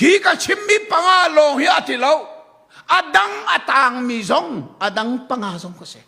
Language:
Hakha Chin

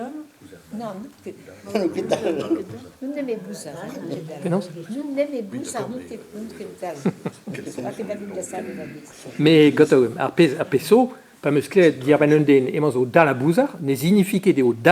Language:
Breton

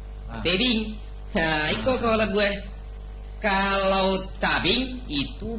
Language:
Minangkabau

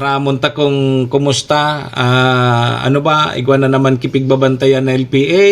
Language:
Bikol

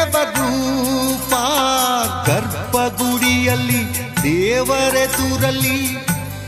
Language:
Kannada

